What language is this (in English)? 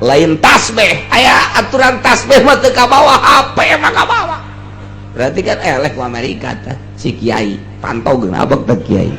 Sundanese